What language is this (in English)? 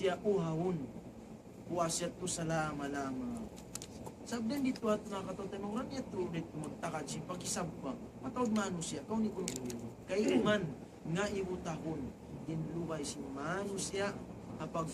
Tausug